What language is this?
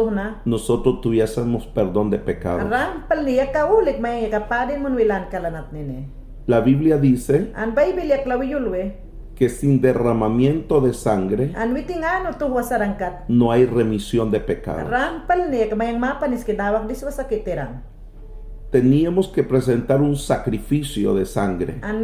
Mayangna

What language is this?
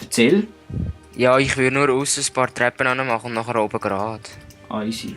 Swiss German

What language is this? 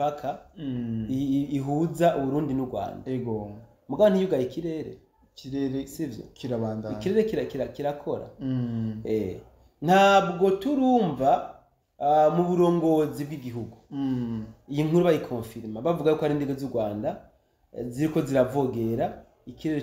Rundi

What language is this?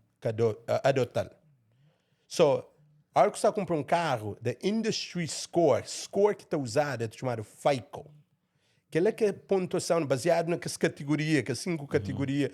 Kabuverdianu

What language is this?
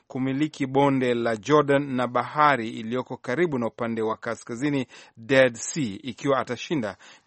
Swahili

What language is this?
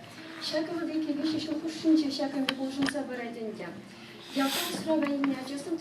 Chuvash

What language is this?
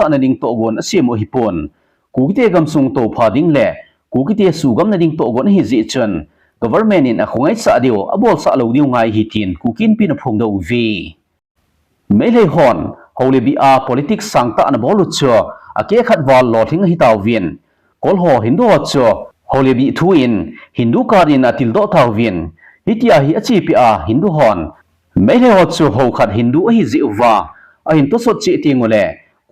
Thado Chin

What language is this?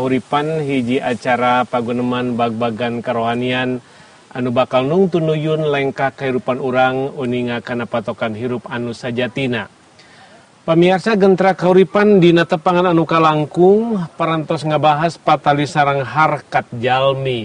Sundanese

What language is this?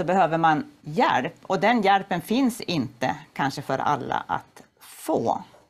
Swedish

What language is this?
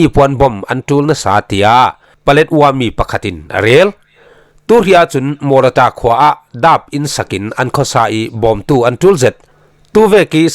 Falam Chin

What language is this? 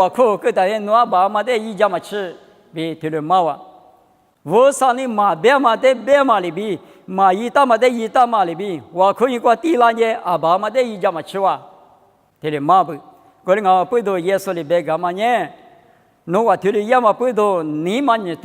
Lisu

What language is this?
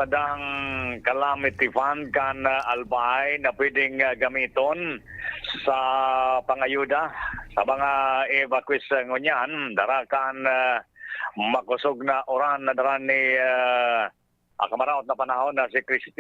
Bikol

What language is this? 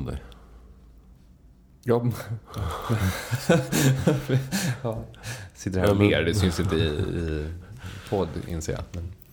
Swedish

